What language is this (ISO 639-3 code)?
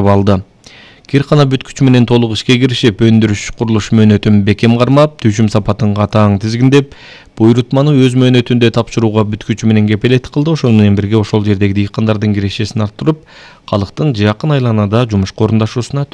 kir